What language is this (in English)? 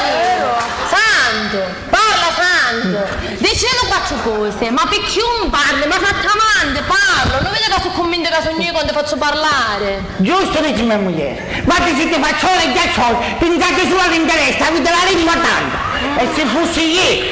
Sicilian